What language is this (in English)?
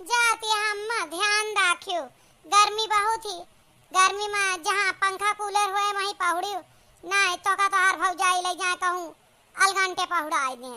Awadhi